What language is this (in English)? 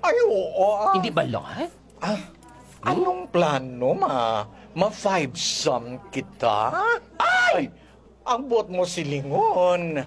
Hiligaynon